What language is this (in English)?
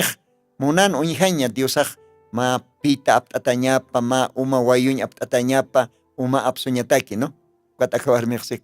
Aymara